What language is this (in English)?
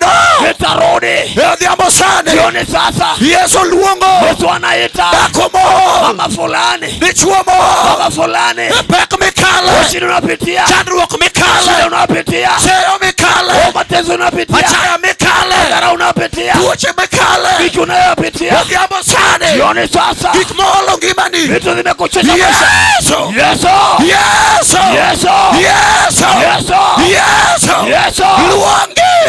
Luo (Kenya and Tanzania)